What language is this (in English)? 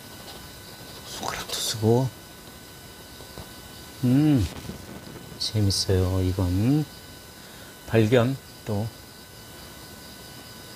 Korean